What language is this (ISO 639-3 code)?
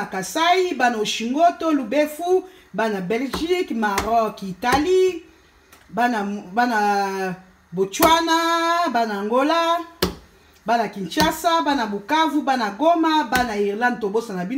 lin